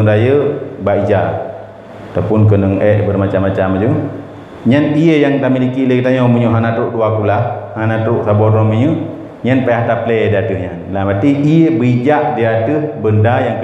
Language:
Achinese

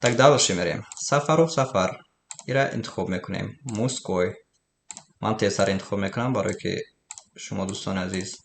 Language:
Tajik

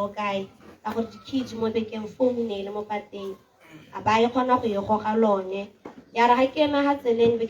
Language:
Tswana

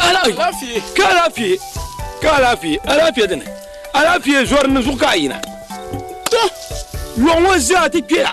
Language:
Dagbani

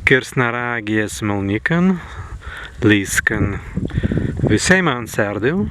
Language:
Prussian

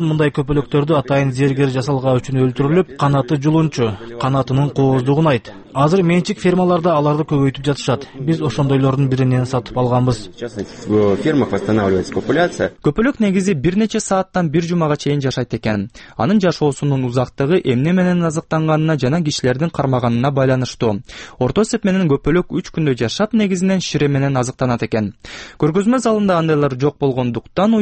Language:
Kyrgyz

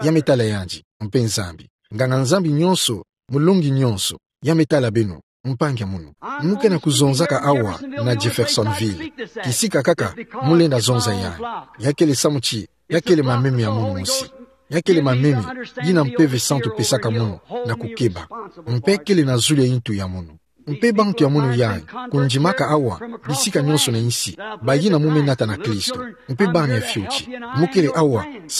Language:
Kituba (Democratic Republic of Congo)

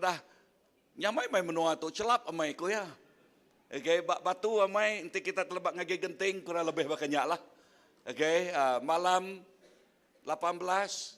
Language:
Iban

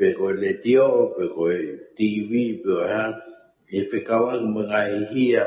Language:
Tongan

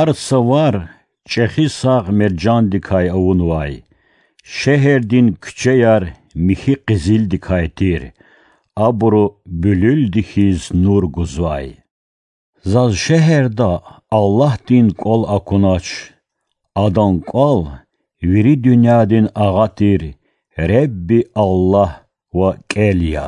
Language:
Lezghian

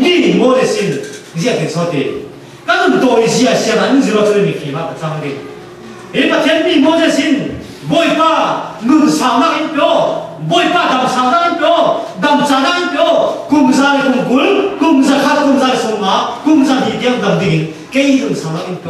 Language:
Falam Chin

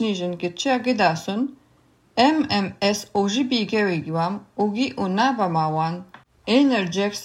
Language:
Latvian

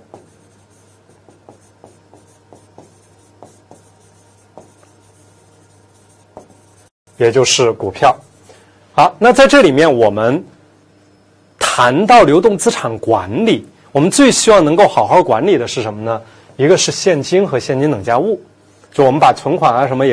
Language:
Chinese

